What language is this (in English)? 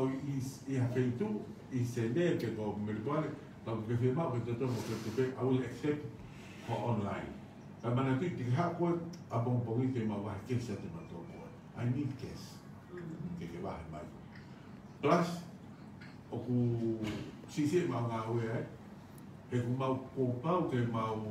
Tongan